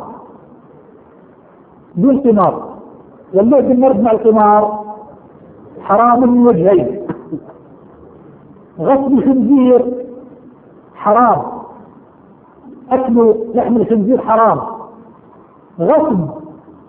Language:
Arabic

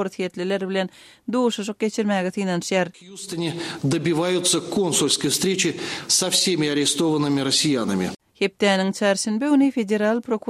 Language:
Kyrgyz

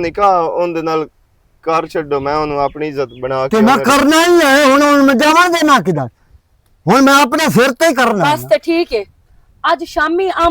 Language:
Western Panjabi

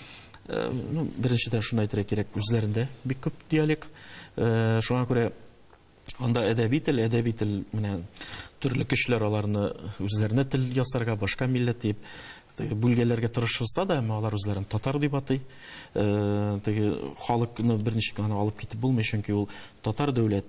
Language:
Tatar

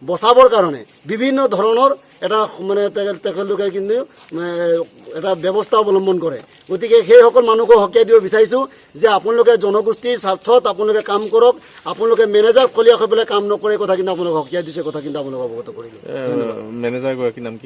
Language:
Assamese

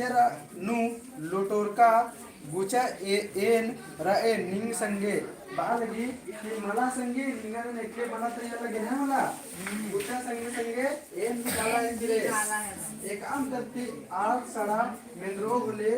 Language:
Kurukh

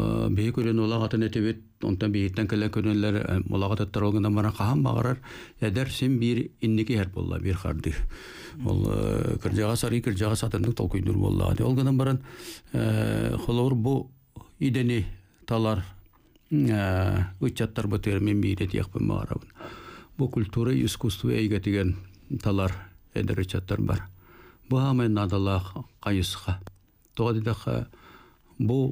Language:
Yakut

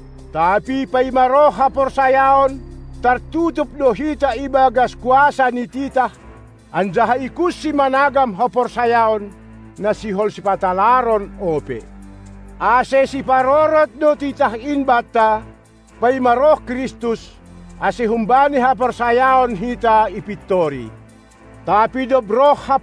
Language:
Batak Simalungun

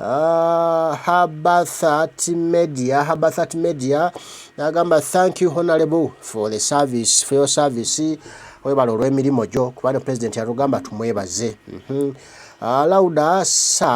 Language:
Ganda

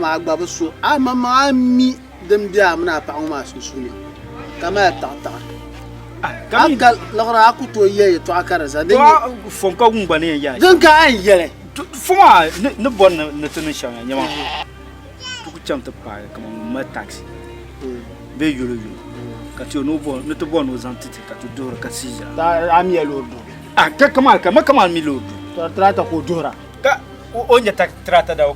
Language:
Dagbani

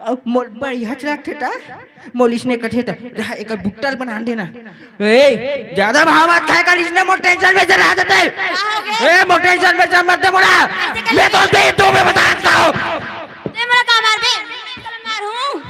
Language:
Chhattisgarhi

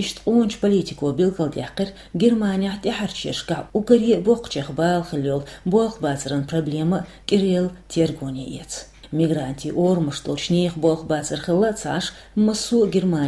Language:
Chechen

